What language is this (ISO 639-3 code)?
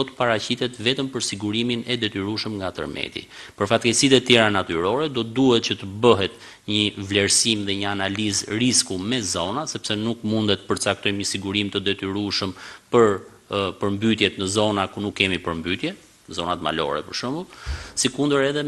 sqi